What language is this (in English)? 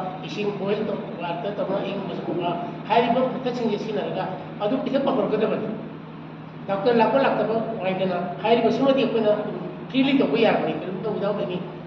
Manipuri